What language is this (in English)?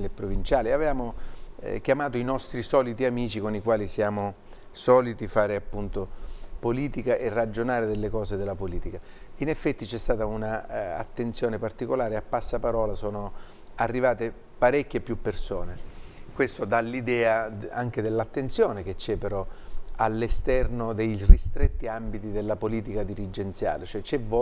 Italian